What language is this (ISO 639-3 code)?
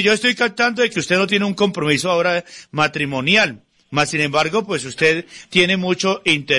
spa